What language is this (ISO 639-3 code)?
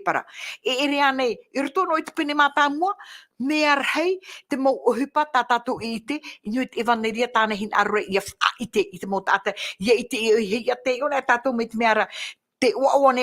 tah